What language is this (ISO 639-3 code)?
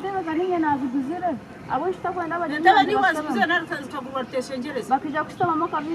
nyn